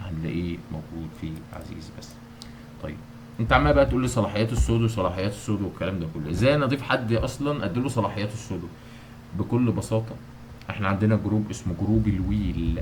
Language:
Egyptian Arabic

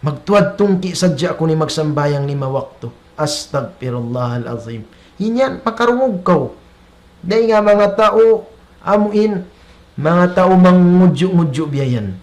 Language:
Tausug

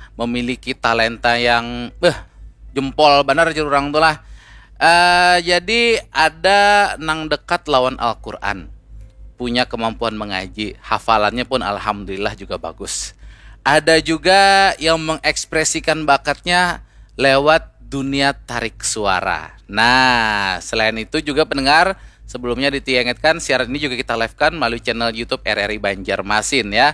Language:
Banjar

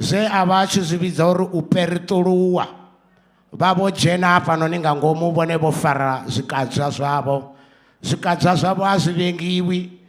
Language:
Venda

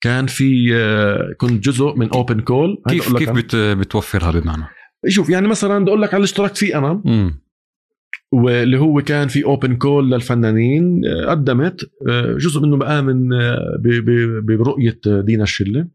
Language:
North Levantine Arabic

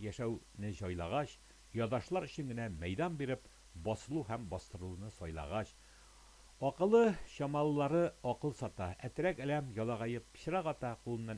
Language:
Tatar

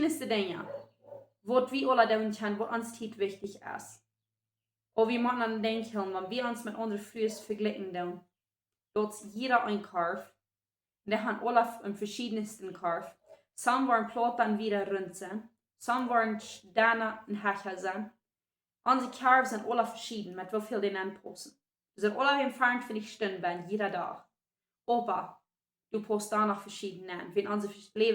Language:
Plautdietsch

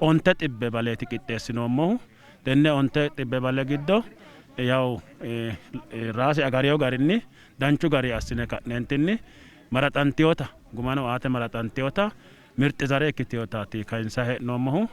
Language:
Sidamo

